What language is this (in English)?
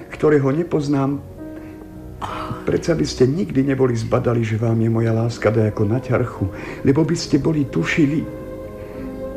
Slovak